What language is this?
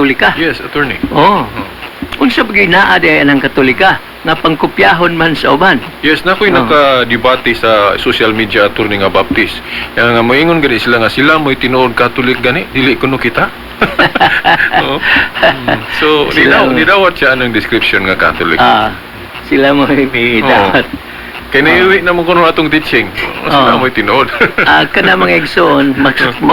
Cebuano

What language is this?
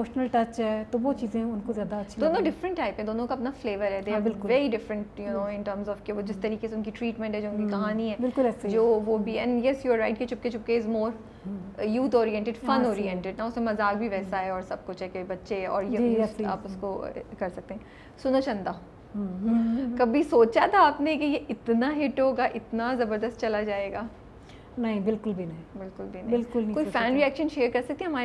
Urdu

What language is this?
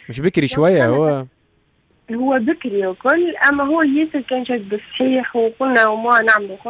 Tunisian Arabic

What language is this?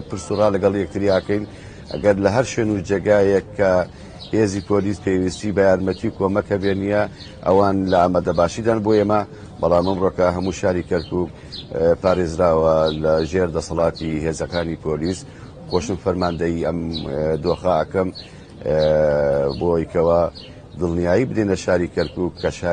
Central Kurdish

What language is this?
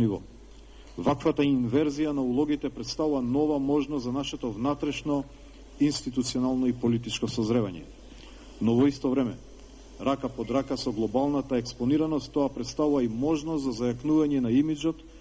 Macedonian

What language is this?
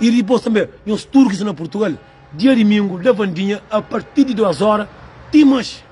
Kabuverdianu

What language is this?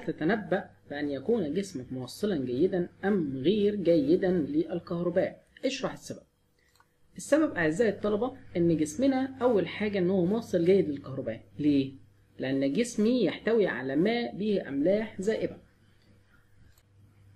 Arabic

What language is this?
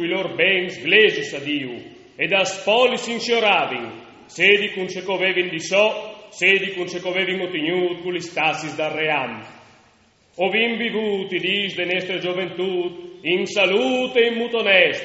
Friulian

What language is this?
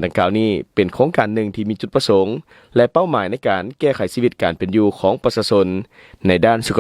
Lao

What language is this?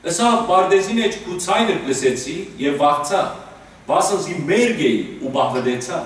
Western Armenian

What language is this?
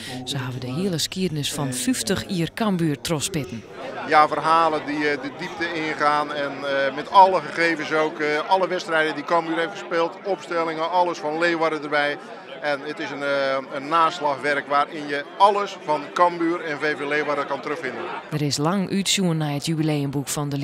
Western Frisian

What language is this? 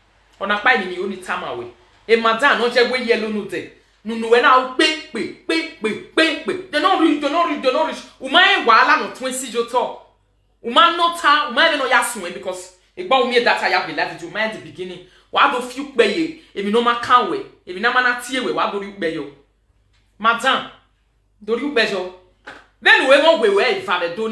Nigerian Pidgin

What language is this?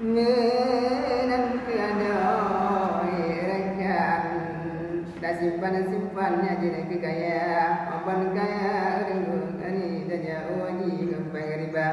Achinese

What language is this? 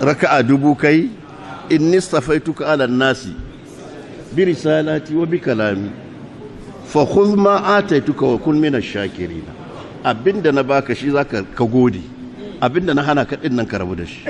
Hausa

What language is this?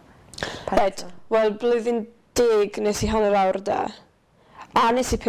Welsh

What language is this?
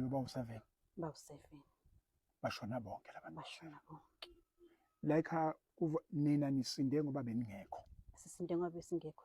Zulu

